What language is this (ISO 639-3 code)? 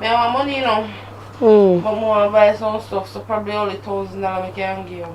jam